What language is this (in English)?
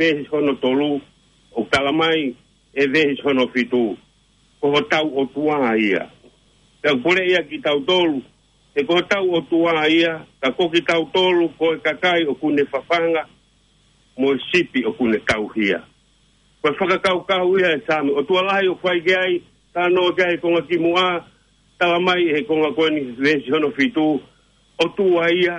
Tongan